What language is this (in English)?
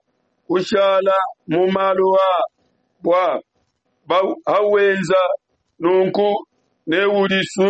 Luba-Lulua